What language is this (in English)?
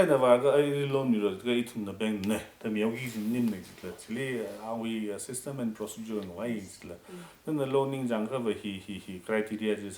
Tangkhul Naga (India)